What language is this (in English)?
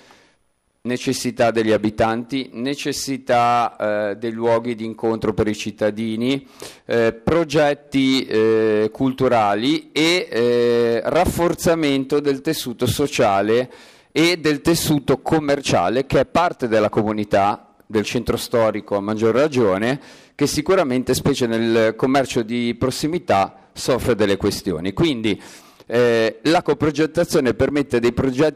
Italian